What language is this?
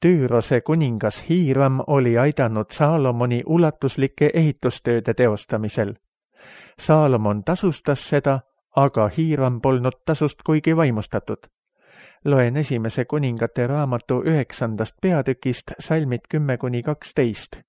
Estonian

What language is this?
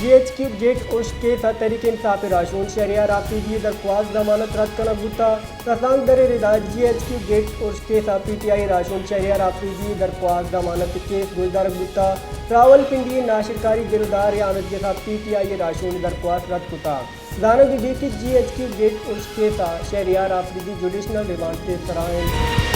Baluchi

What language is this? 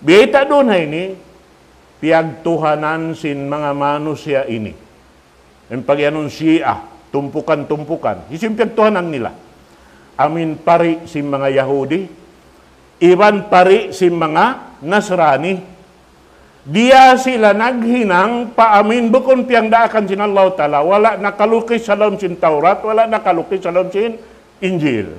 Tausug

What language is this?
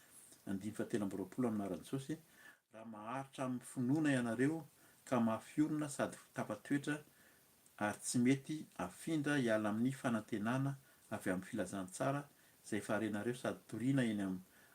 Malagasy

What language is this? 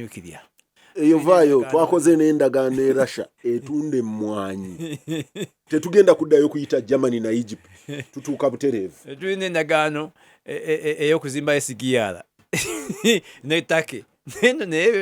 Ganda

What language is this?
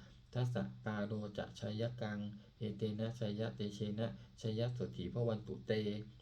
Pali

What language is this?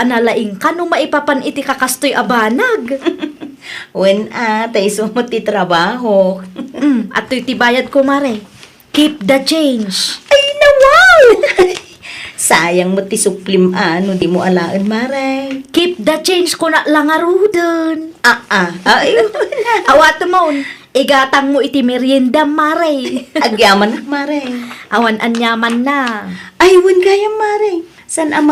Iloko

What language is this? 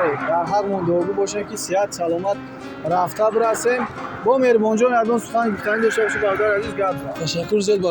Tajik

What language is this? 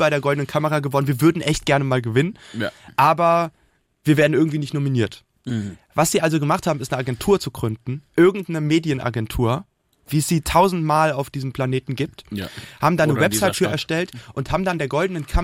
German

